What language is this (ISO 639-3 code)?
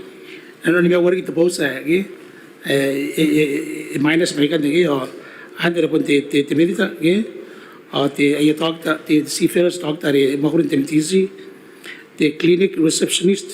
gil